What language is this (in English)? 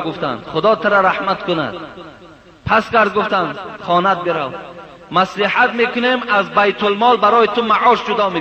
Persian